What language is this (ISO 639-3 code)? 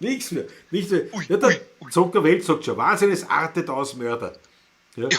bar